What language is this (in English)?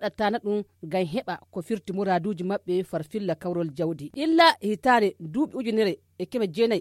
Nigerian Fulfulde